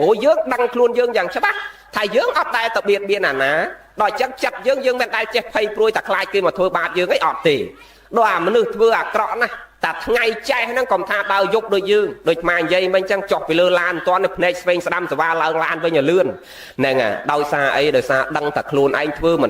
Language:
Khmer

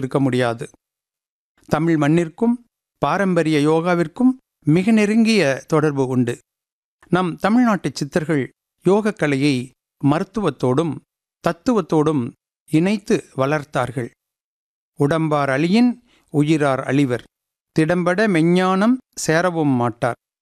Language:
Tamil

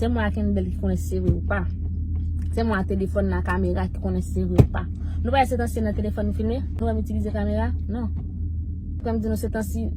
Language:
Haitian Creole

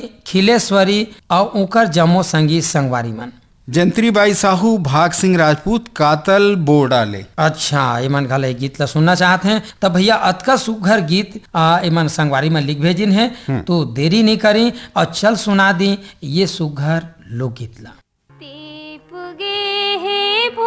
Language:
Chhattisgarhi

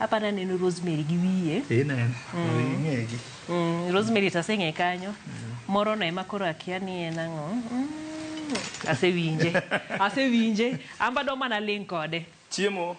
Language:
Luo (Kenya and Tanzania)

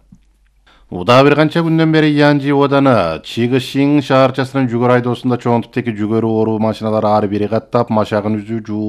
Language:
Kyrgyz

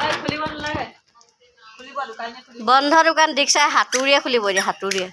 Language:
Assamese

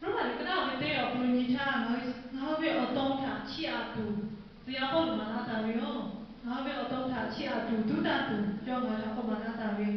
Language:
Lahu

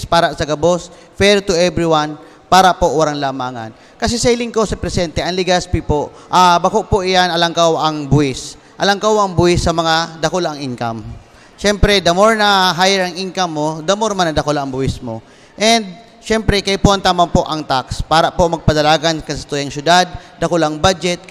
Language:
Bikol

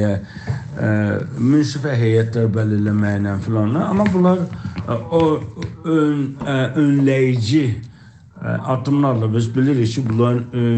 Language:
South Azerbaijani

